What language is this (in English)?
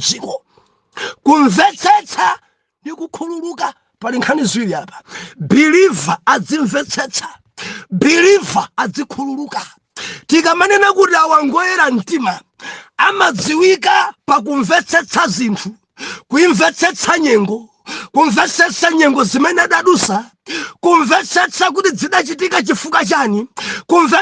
Nyanja